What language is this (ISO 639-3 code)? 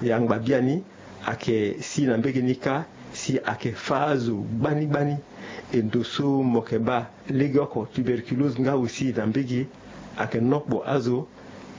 sag